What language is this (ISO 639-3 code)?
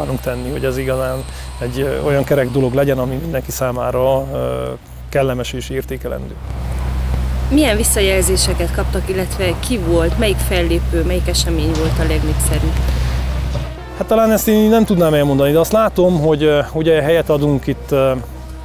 hun